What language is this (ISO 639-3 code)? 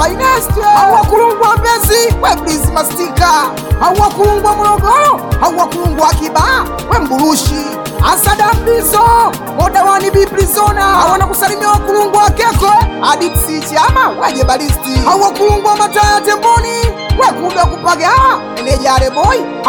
swa